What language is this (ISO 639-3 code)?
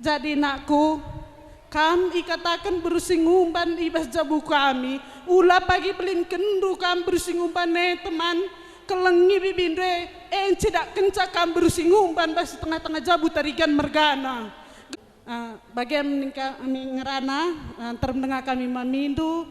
btx